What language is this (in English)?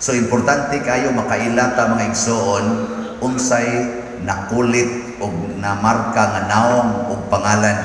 Cebuano